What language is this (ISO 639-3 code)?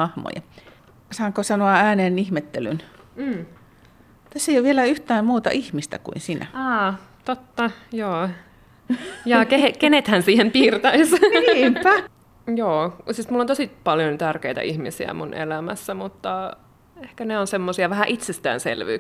fin